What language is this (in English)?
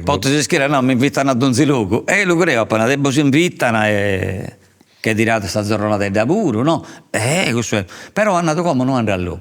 Sardinian